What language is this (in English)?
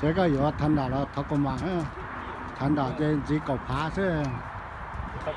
Hmong